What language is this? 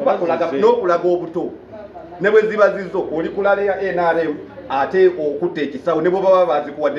Ganda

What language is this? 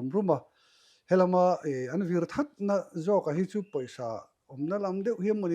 Mizo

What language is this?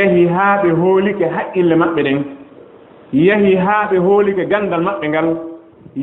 Fula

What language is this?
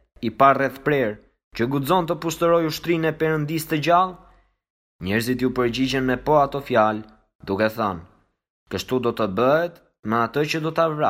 Albanian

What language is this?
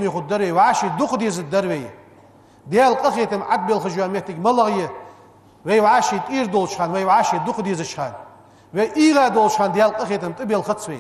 Ingush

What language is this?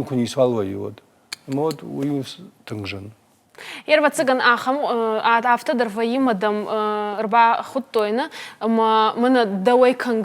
Ossetic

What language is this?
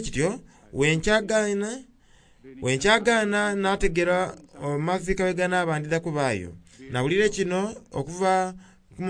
Soga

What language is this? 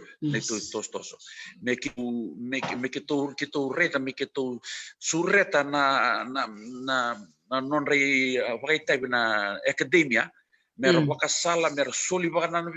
Fijian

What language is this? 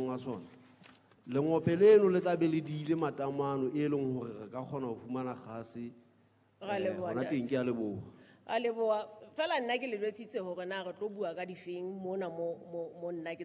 Southern Sotho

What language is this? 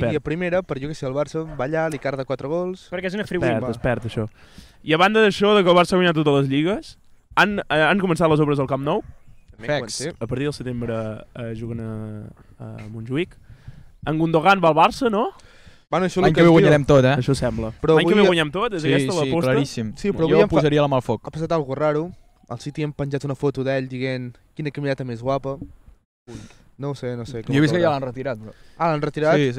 Catalan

